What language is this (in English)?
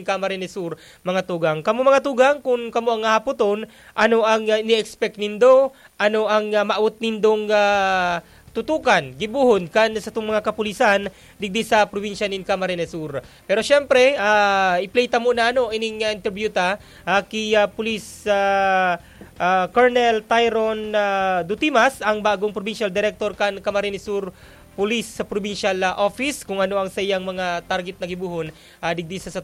Bikol